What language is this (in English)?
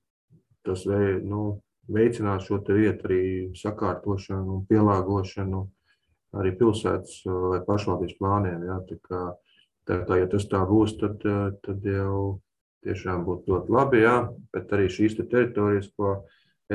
Latvian